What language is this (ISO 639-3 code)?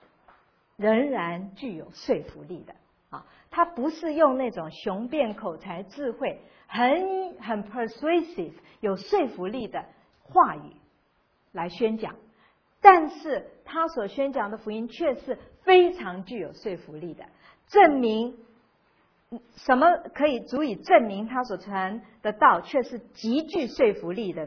zho